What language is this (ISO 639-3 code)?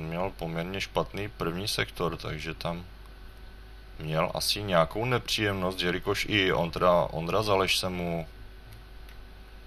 ces